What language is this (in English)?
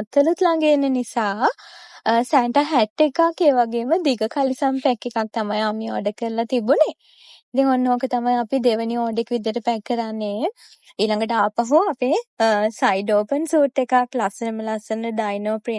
Sinhala